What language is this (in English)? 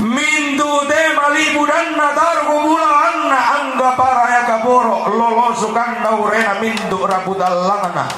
Toraja-Sa'dan